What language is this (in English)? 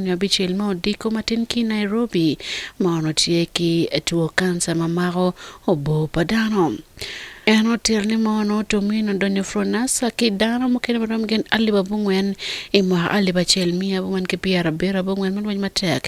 Acoli